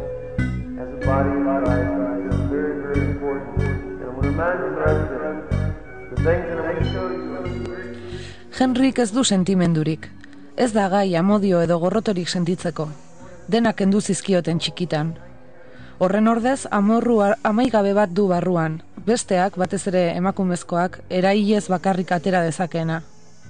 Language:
Basque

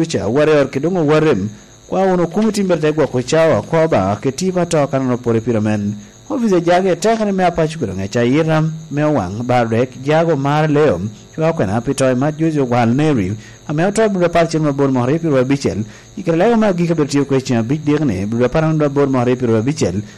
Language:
Lango (Uganda)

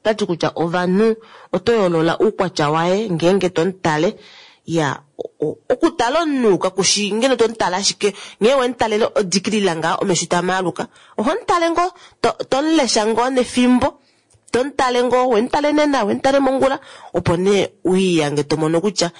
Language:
Kuanyama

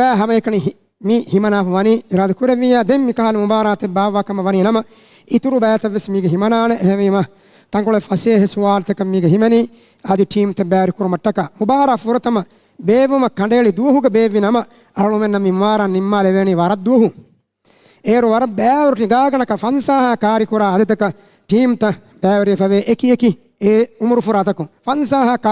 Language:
Divehi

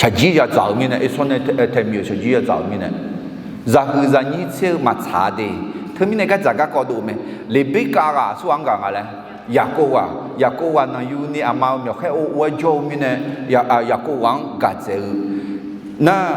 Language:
Akha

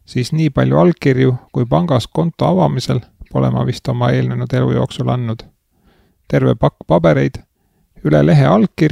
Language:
Estonian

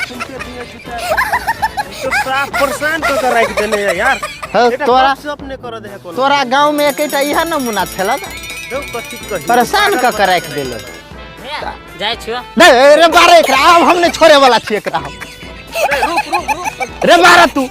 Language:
Maithili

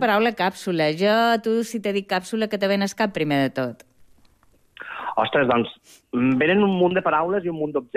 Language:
Catalan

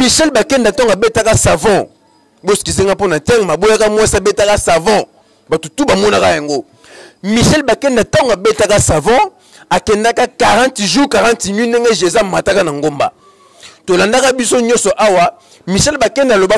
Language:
Lingala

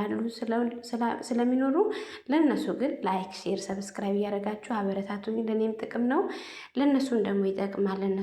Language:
Amharic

